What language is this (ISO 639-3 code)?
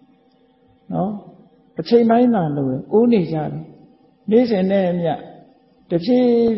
mya